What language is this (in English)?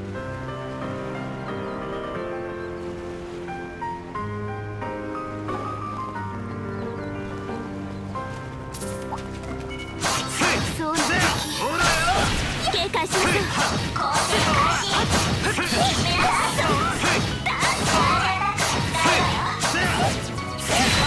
Japanese